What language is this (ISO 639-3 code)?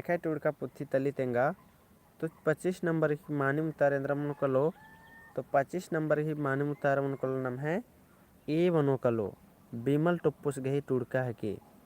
kru